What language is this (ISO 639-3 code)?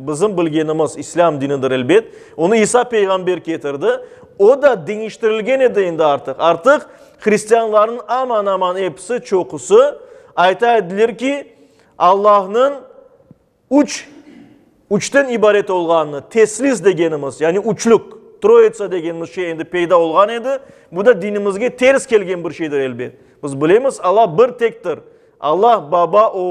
crh